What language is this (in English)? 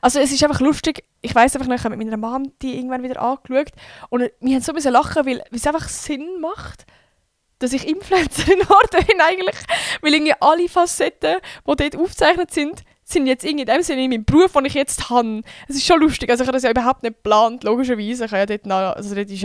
Swiss German